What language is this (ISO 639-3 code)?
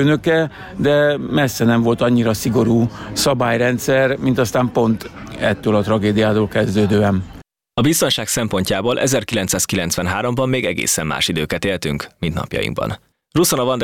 hun